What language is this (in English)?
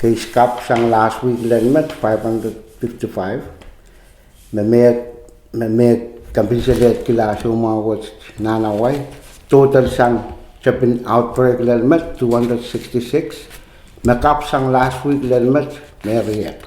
Pohnpeian